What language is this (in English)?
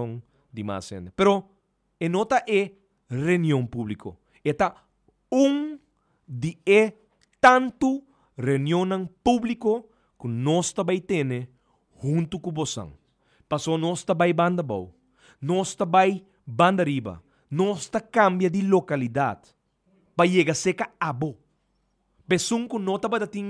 Papiamento